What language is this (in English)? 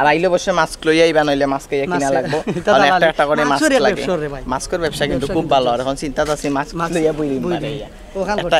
Sylheti